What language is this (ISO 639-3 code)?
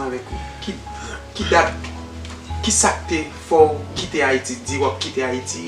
hat